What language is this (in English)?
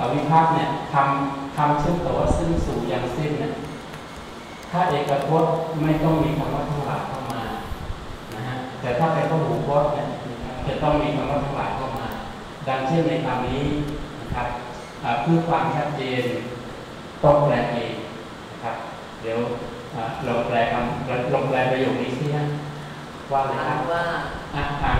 Thai